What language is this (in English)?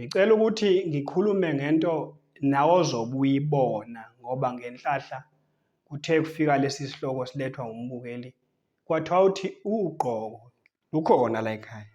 Zulu